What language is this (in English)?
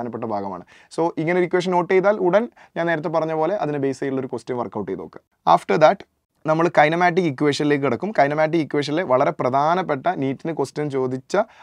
Malayalam